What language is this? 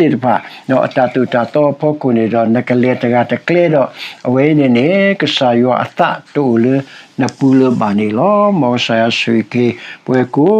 S'gaw Karen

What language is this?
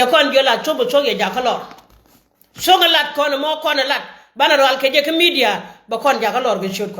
Nuer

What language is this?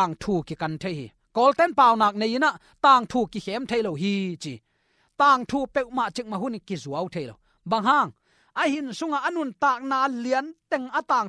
Tedim Chin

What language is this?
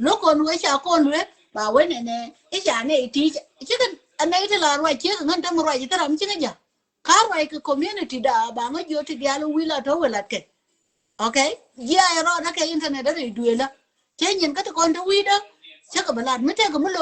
Nuer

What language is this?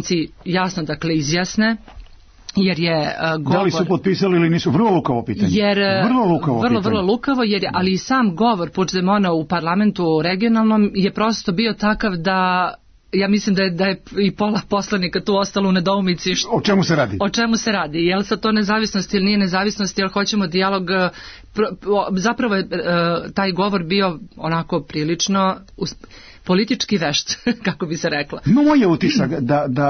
Serbian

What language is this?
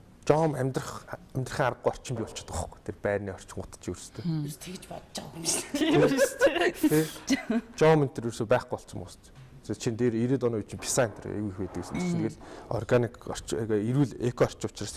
Mongolian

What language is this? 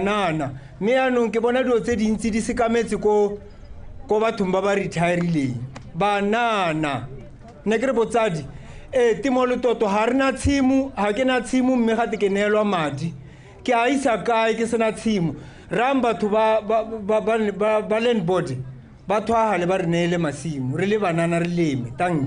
Tswana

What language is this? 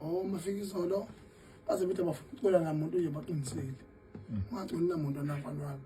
Zulu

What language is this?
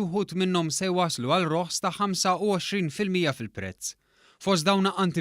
Maltese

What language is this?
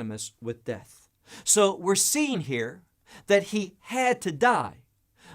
English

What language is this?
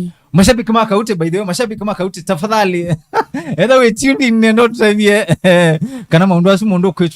Kamba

